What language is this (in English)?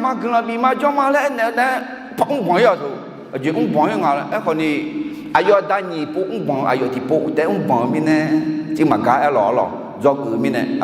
Akha